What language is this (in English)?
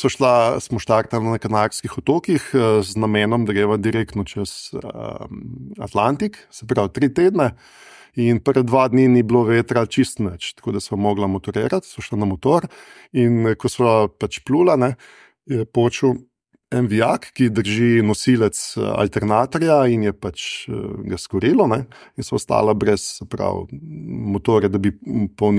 Slovenian